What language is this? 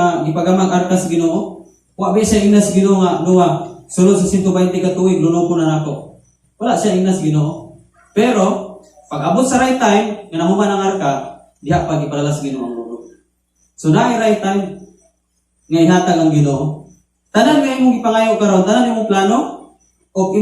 Cebuano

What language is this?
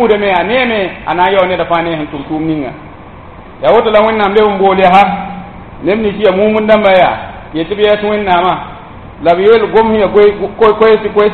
Mossi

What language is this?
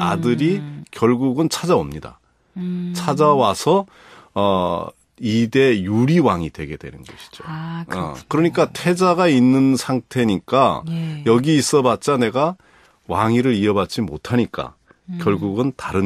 Korean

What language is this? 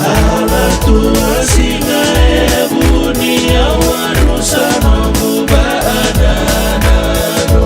Fijian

